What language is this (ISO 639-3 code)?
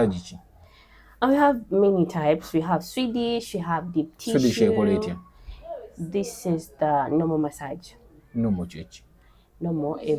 lug